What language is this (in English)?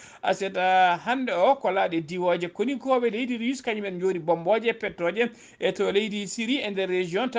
Fula